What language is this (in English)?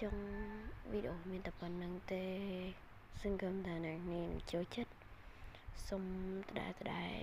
Khmer